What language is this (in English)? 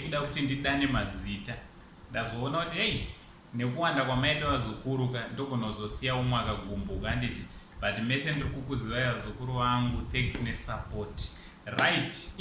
Shona